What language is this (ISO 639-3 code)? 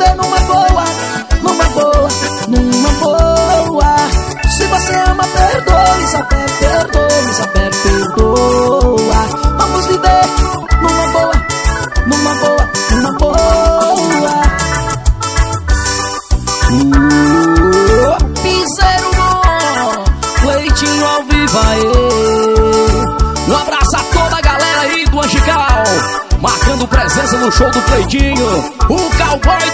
por